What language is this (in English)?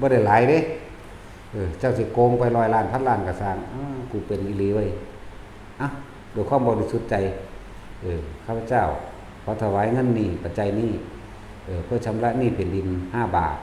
Northeastern Thai